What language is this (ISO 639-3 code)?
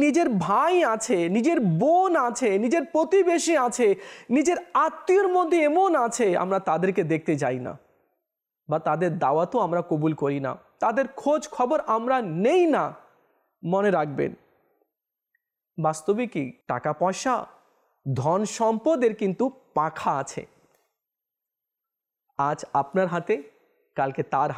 ben